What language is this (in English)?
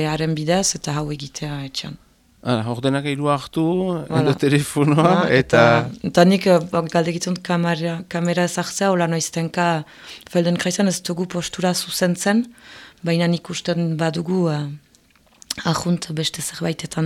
Basque